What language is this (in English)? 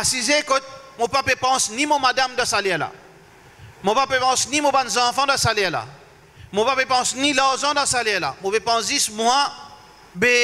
Morisyen